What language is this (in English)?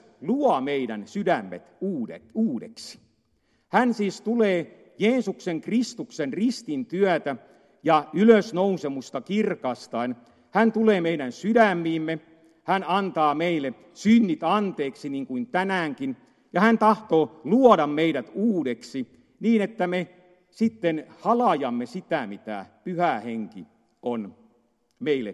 Finnish